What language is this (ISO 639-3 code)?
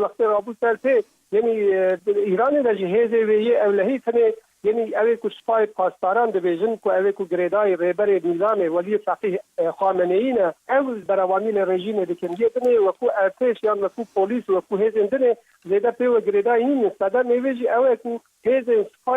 kur